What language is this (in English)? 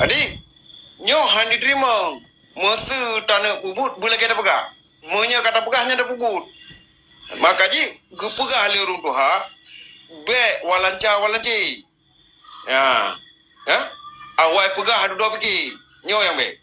Achinese